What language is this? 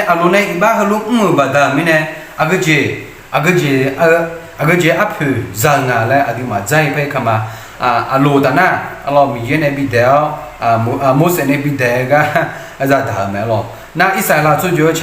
Akha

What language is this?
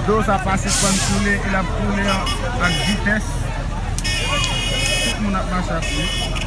Haitian Creole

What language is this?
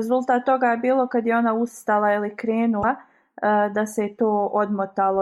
Bosnian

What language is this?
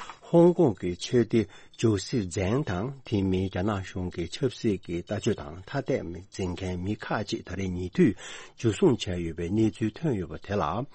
Tibetan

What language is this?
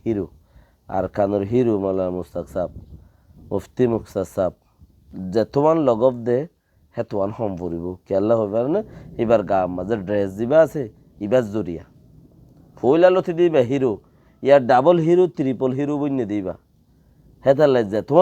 Rohingya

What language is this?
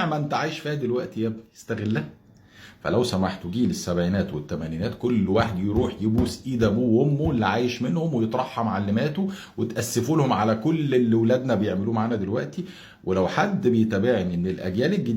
Egyptian Arabic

